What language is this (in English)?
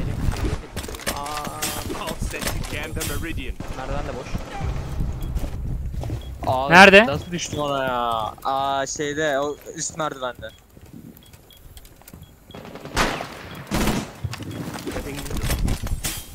Turkish